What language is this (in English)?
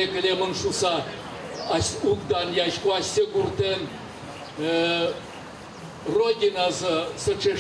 Udmurt